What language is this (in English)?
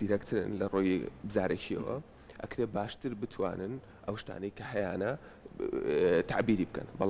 Central Kurdish